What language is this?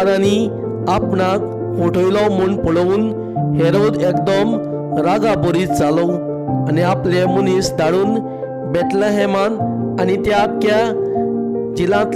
Konkani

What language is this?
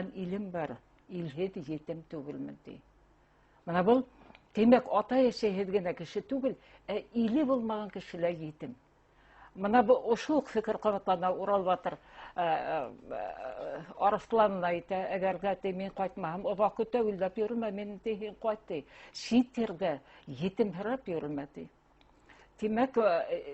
Bashkir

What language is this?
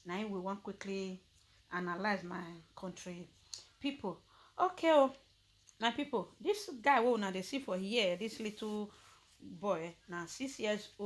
Nigerian Pidgin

